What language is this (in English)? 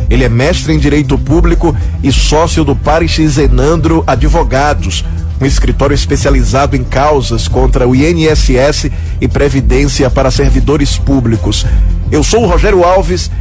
Portuguese